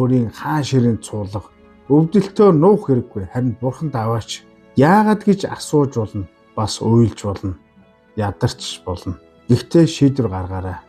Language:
Mongolian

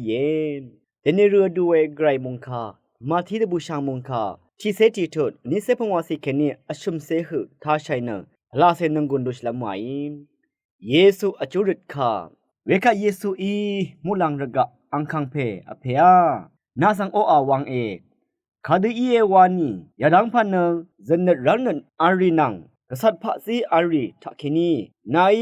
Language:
Rawang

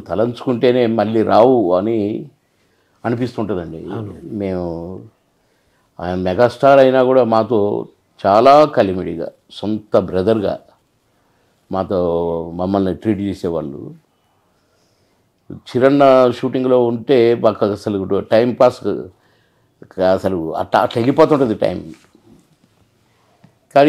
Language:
Telugu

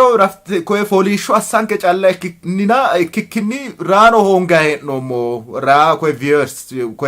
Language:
Sidamo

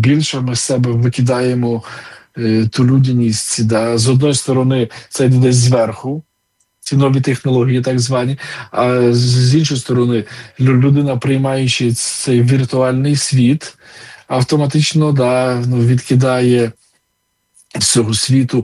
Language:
Ukrainian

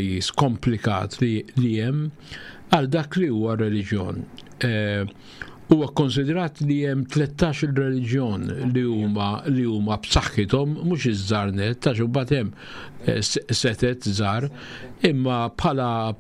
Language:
Maltese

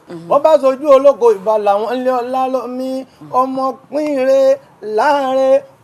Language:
Yoruba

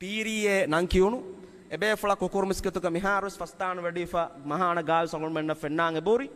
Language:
Divehi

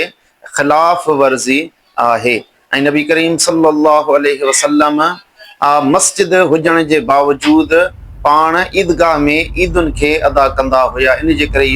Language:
Sindhi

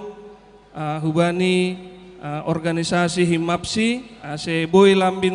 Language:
Batak Simalungun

